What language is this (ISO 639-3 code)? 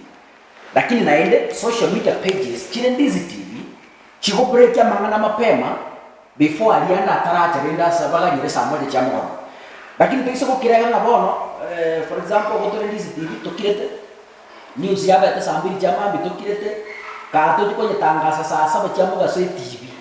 guz